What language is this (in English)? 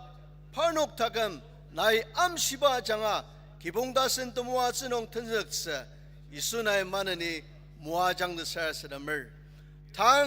Ao Naga